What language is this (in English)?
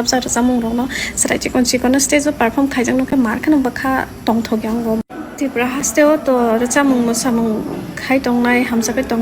Kok Borok